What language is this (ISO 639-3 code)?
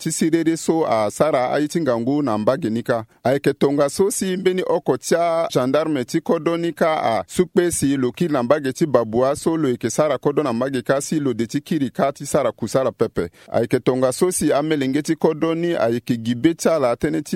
sag